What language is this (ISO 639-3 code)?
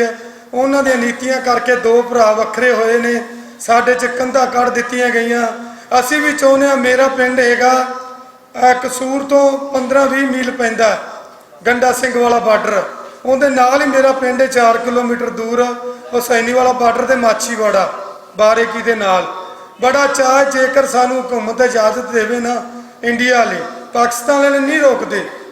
lah